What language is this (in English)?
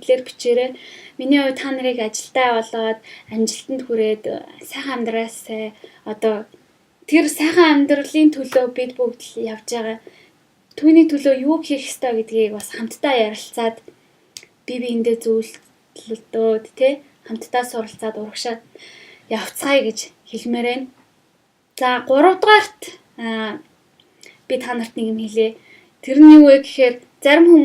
Mongolian